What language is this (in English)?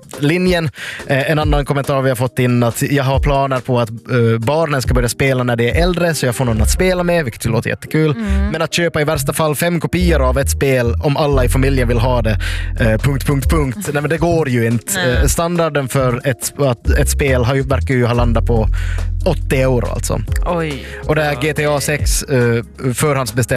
Swedish